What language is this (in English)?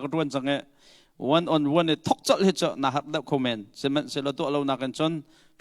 Hakha Chin